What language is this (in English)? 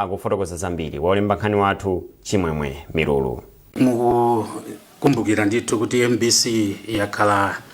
Nyanja